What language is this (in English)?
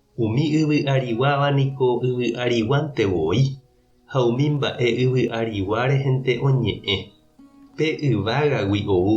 Guarani